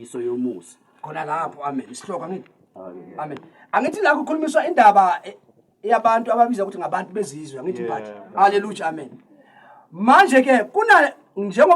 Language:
Zulu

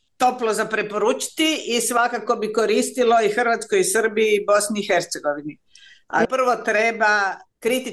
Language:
Croatian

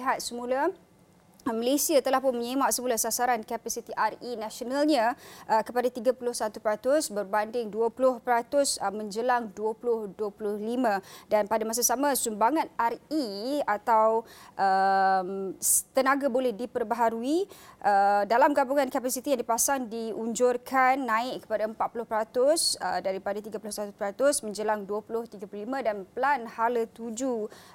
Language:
Malay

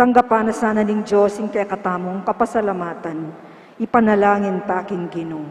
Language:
Pampanga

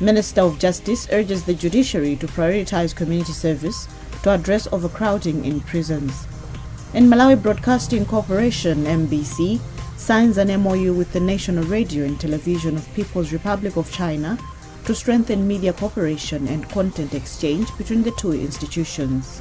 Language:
English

